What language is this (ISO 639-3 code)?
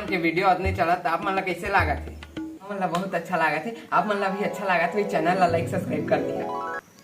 hne